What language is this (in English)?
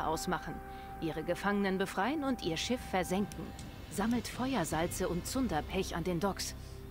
Swiss German